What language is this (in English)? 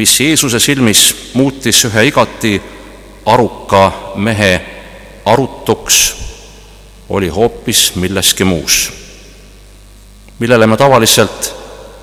Estonian